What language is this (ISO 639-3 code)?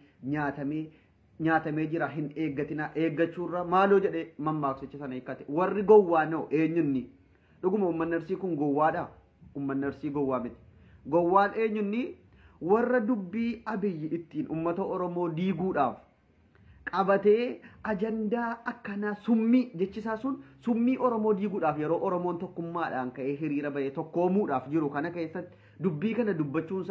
orm